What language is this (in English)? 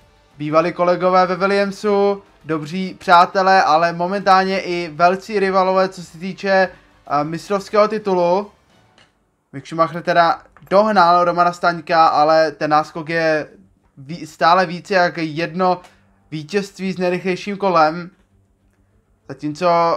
Czech